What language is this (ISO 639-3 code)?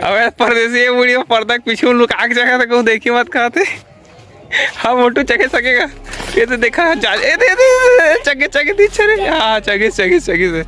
hne